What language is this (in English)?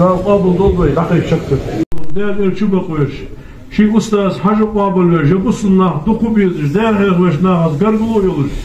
Ingush